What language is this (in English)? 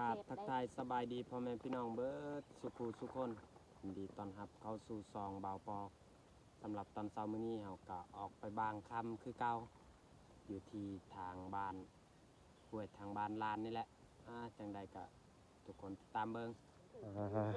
Lao